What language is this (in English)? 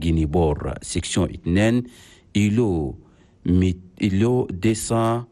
Chadian Arabic